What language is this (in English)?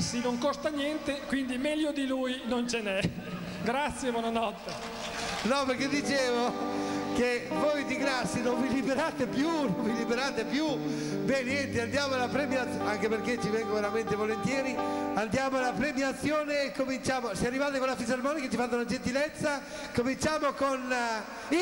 Italian